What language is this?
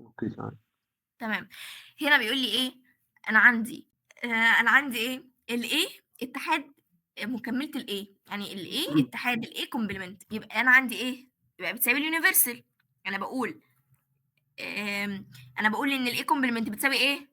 Egyptian Arabic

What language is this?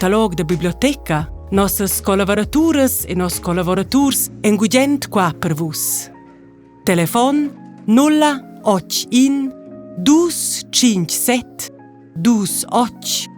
Romansh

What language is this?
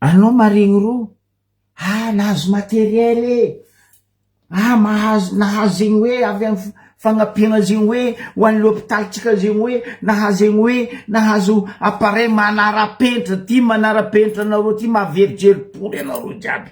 Malagasy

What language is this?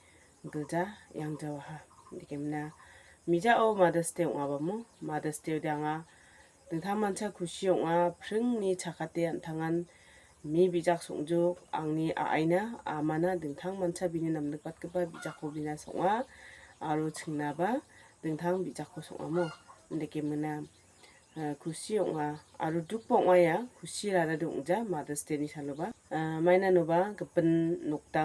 Garo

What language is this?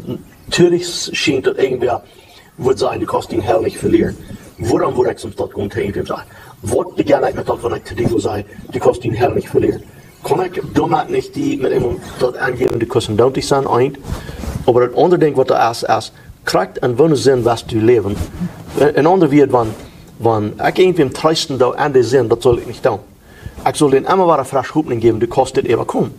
Plautdietsch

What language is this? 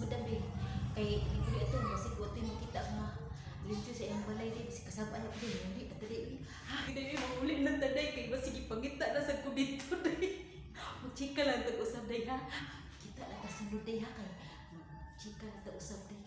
Cebuano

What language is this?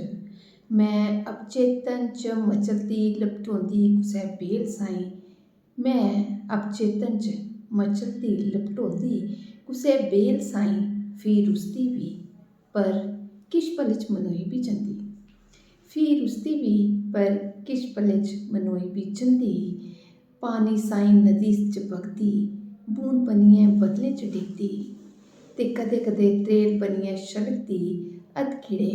Dogri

